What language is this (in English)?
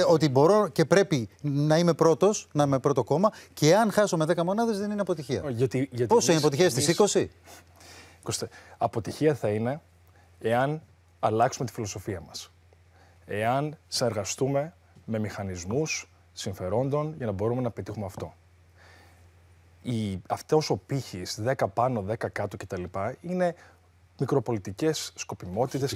Greek